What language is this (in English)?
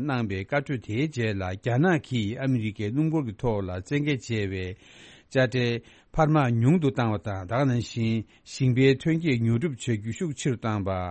Tibetan